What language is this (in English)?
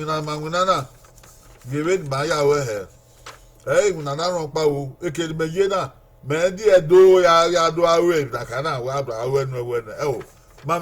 Bini